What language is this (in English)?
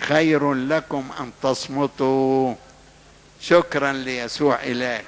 Egyptian Arabic